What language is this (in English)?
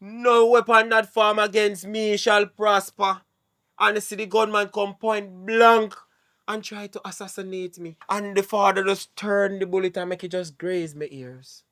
Jamaican Creole English